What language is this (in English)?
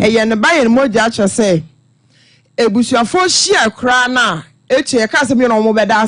Akan